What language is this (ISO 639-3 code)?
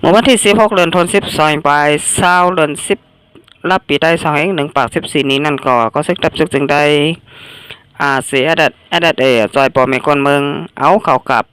shn